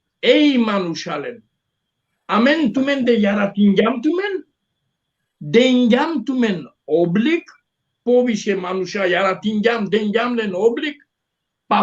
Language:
Balkan Romani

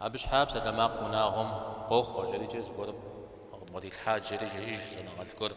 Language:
Kabardian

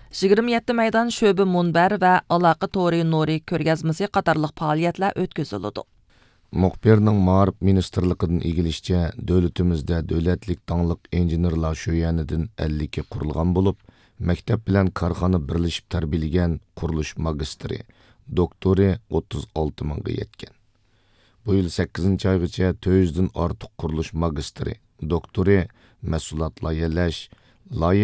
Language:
Uyghur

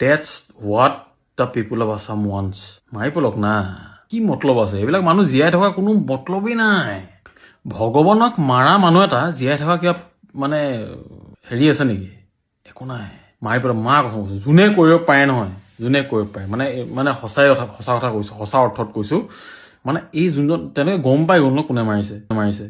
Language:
Assamese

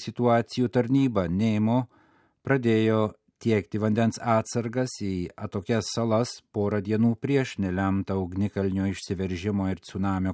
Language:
Lithuanian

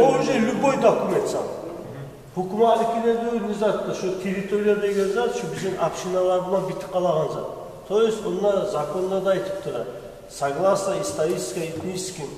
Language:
Kumyk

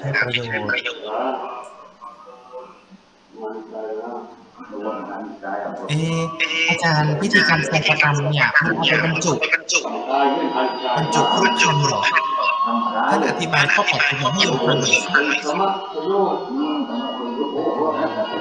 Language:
Thai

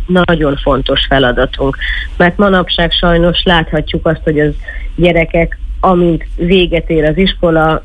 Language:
Hungarian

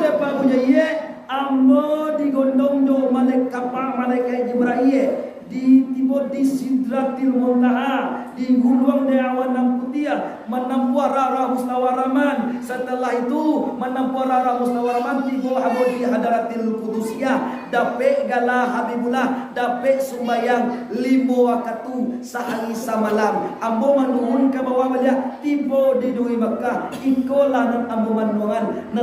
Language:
Minangkabau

